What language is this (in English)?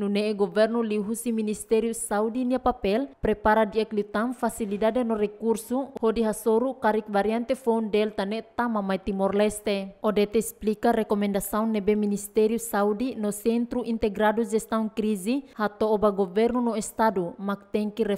Tetum